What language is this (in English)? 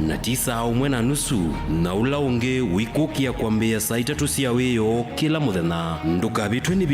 Kamba